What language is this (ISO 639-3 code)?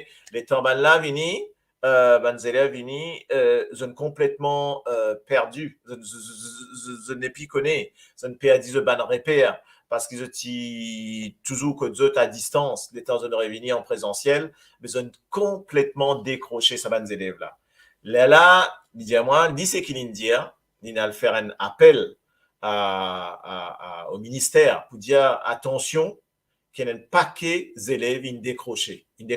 mfe